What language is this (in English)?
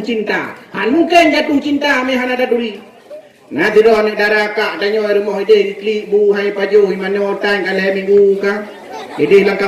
Achinese